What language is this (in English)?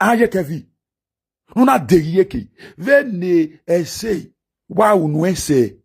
Nigerian Pidgin